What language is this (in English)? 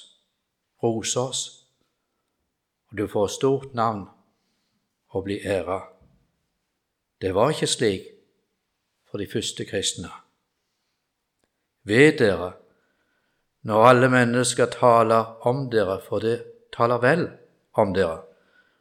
Norwegian